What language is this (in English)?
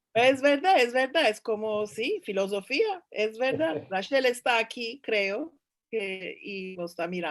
Ladino